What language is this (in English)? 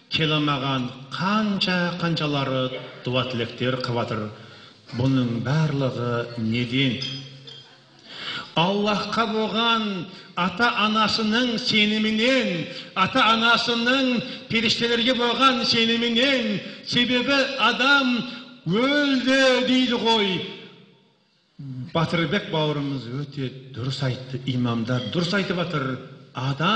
Kazakh